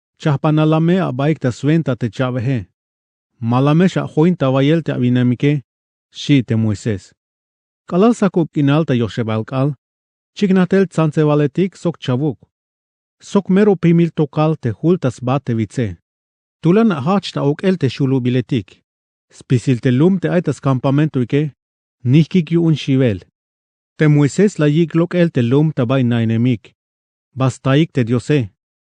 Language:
Tzeltal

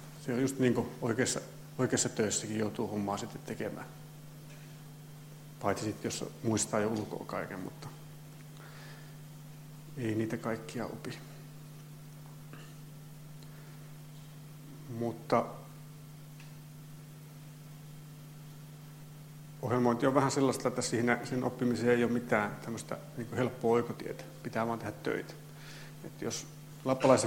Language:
Finnish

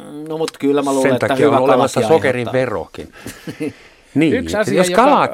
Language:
Finnish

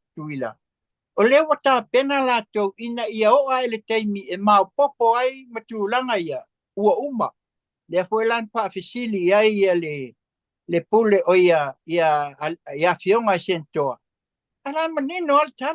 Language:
Samoan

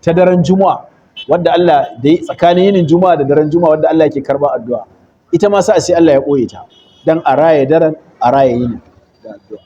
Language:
Hausa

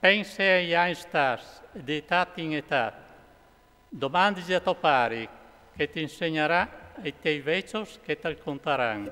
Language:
Friulian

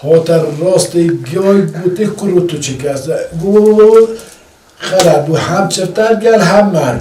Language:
Kurdish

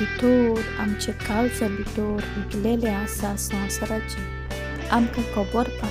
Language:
Konkani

